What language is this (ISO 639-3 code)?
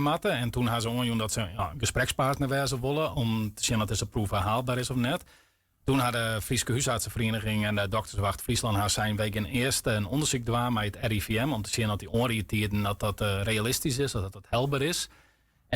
fry